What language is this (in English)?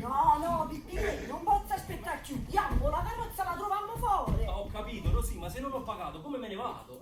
Neapolitan